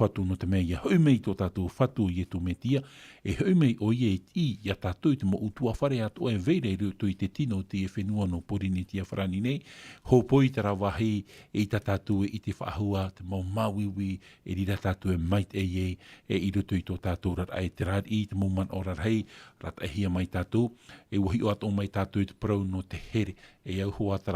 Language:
Tahitian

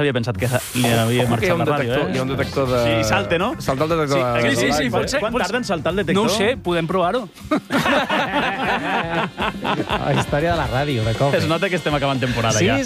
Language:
Catalan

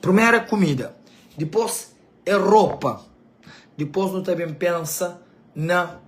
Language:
Kabuverdianu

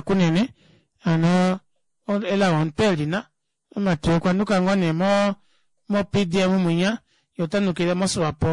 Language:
Kuanyama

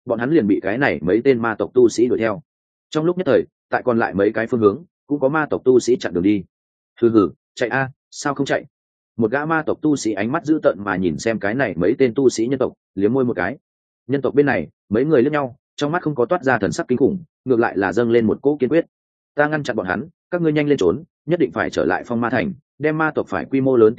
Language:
Vietnamese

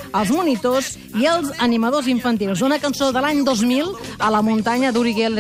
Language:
Catalan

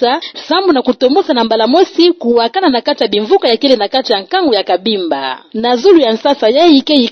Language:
Kituba (Democratic Republic of Congo)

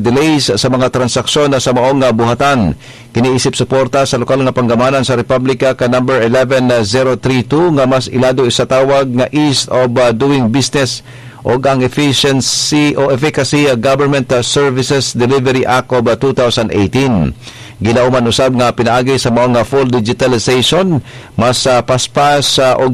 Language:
Cebuano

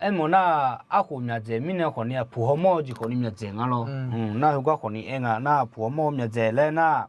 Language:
Akha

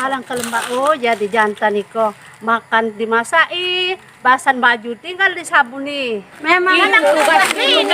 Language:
Musi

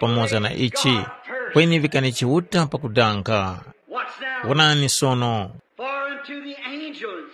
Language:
Tumbuka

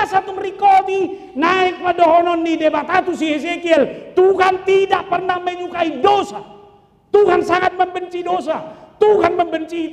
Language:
Batak Toba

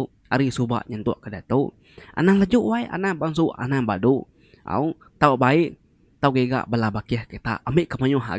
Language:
Iban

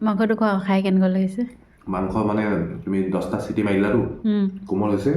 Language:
Assamese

